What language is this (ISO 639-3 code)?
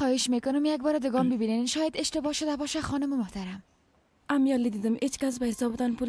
fas